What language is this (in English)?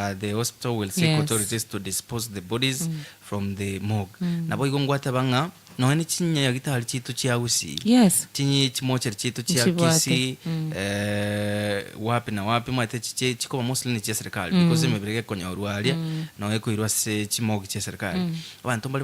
Gusii